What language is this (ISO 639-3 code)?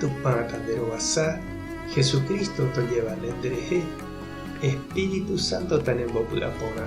grn